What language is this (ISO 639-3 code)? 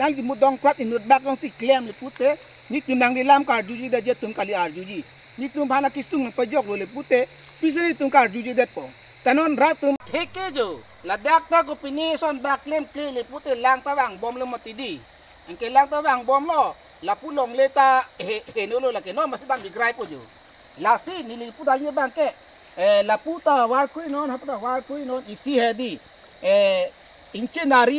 mjw